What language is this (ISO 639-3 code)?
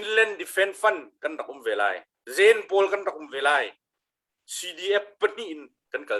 cnh